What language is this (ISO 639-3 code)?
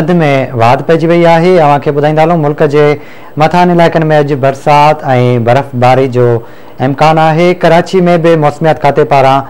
snd